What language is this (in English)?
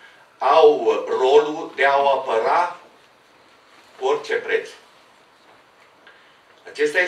Romanian